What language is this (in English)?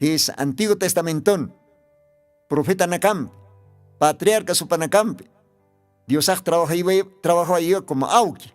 Aymara